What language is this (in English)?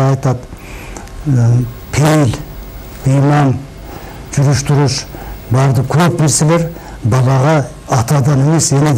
Kyrgyz